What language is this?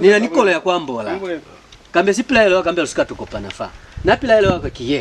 Lozi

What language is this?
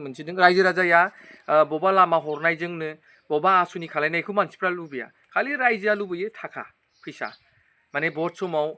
Bodo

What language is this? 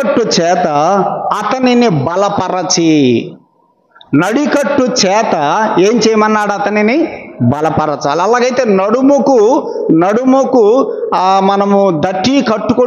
Telugu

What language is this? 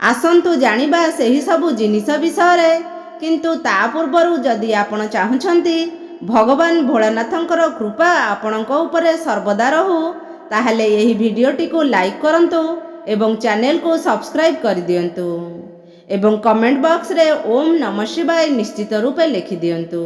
Odia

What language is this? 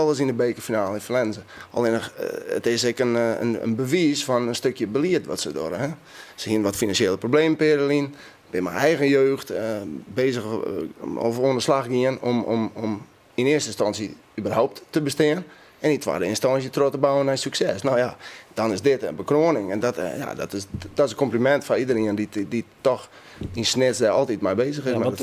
Western Frisian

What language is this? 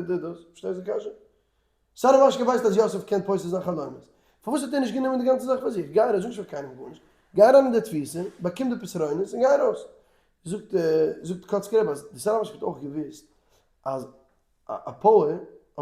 Yiddish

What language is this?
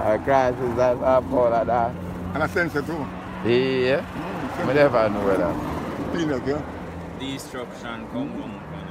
Jamaican Creole English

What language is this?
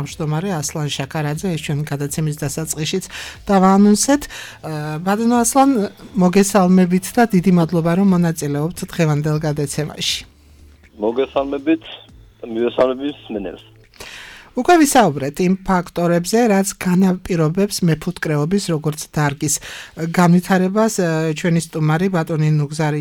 Georgian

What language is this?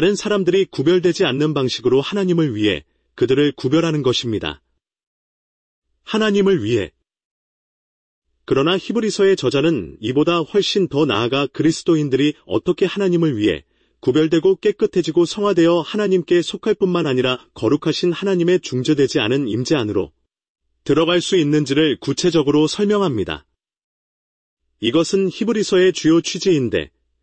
Korean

